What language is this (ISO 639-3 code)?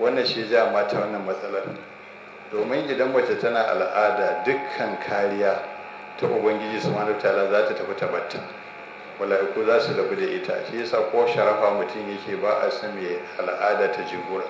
hau